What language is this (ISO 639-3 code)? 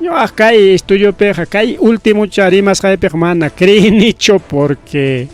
quy